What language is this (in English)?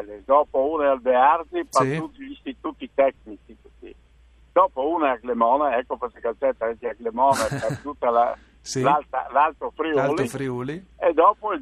Friulian